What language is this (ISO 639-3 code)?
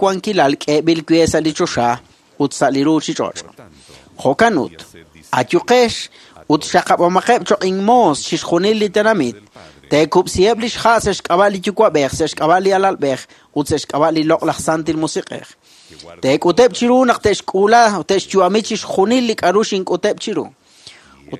kek